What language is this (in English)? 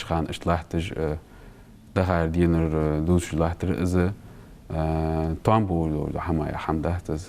Ingush